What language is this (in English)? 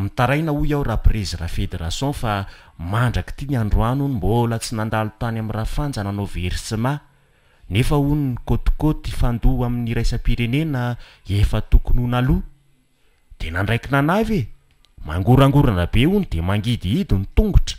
Malagasy